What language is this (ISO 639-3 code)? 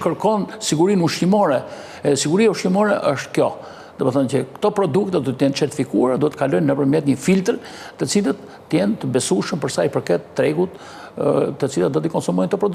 sqi